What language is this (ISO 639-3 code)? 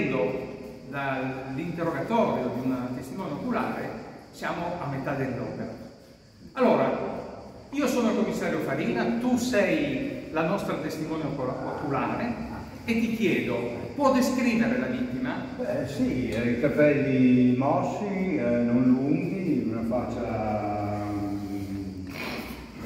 ita